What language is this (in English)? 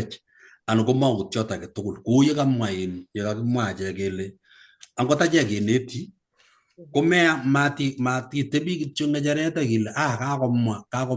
Kalenjin